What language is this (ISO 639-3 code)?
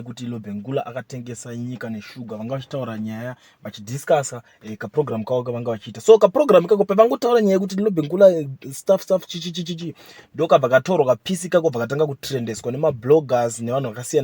sna